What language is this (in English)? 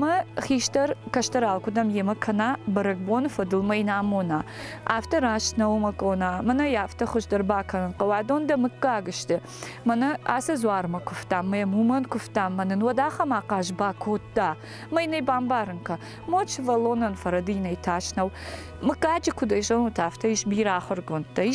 Ossetic